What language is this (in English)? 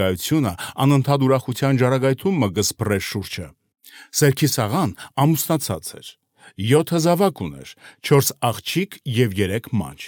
Armenian